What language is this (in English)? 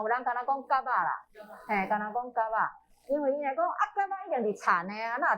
Min Nan Chinese